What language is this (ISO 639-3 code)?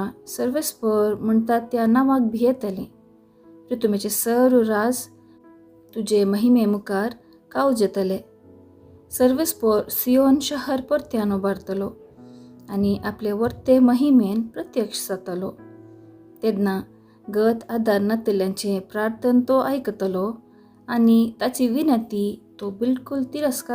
kok